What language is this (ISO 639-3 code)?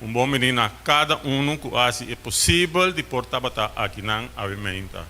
pap